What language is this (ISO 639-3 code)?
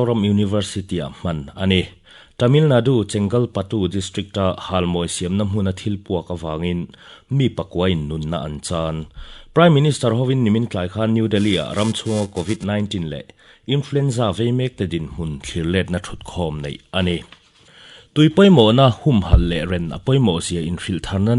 lus